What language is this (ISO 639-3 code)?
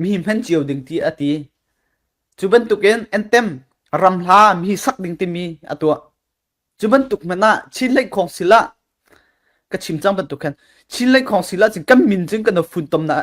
cfm